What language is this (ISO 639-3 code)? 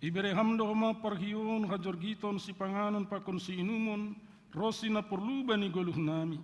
bts